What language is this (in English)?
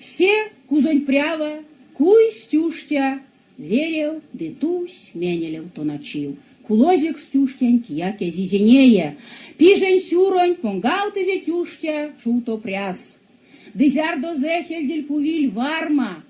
Erzya